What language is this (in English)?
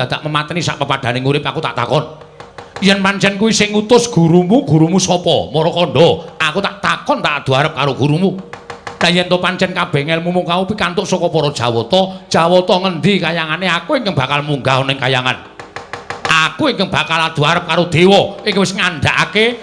Javanese